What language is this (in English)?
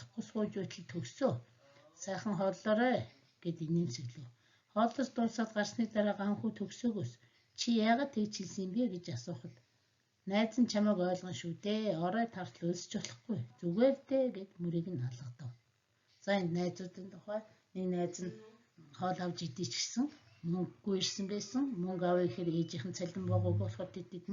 Mongolian